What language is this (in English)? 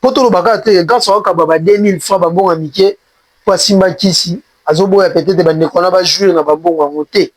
Lingala